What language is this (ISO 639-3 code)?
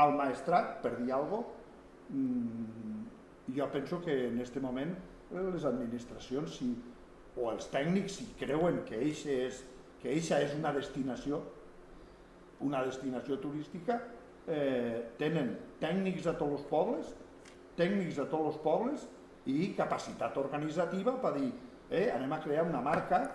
cat